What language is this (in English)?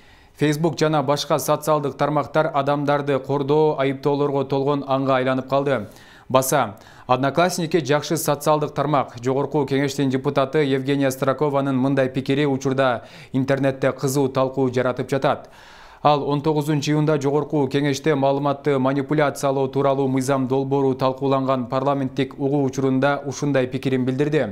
Kyrgyz